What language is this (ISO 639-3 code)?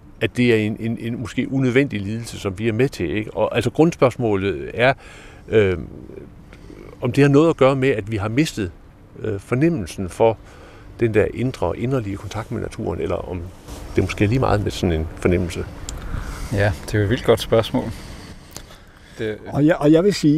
dan